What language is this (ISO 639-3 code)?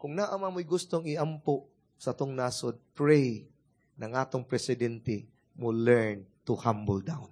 ceb